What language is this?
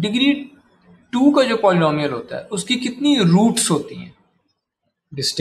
Hindi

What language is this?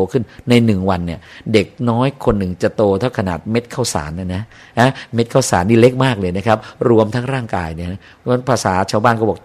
Thai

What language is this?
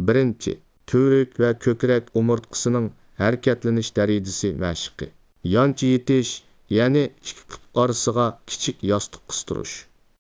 Uyghur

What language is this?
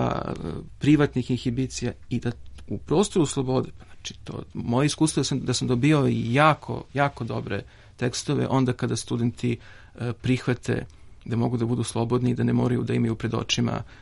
Serbian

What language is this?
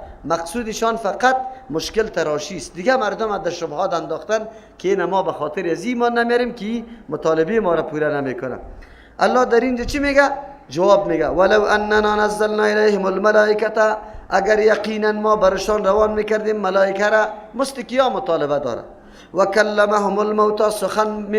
Persian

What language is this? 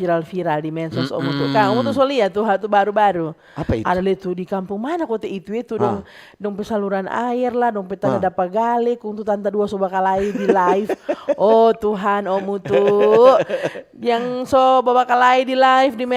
Manado Malay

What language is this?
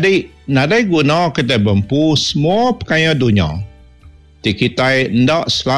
Iban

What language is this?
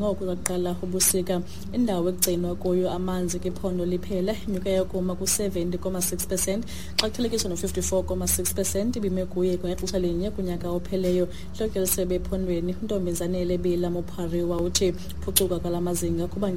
Xhosa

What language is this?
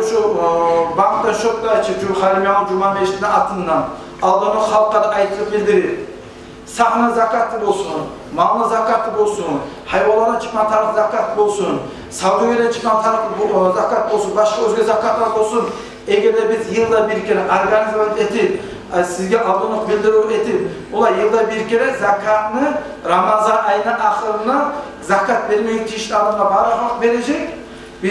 Kumyk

